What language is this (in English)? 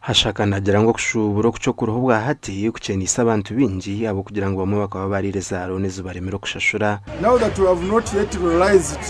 Nyankole